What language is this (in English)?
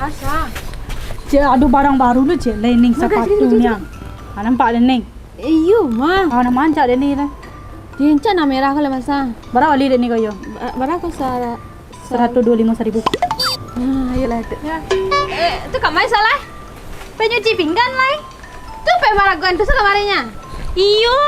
Minangkabau